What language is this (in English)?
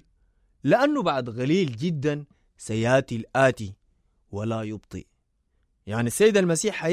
Sudanese Arabic